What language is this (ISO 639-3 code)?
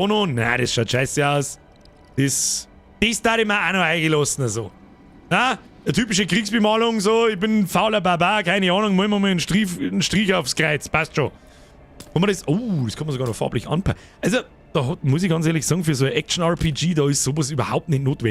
bar